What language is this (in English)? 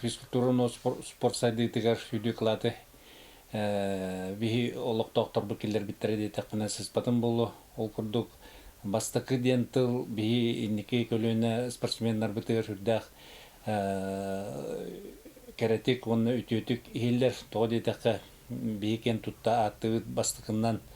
Yakut